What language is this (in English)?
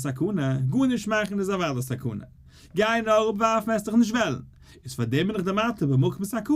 Yiddish